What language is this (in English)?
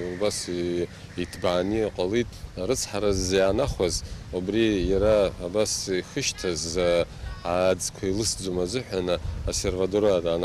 Abkhazian